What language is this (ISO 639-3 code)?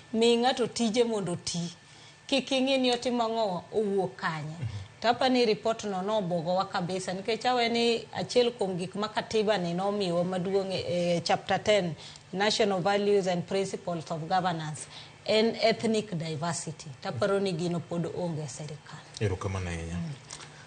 luo